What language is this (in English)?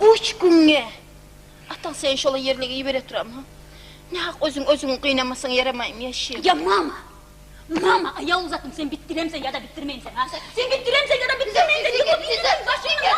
Kumyk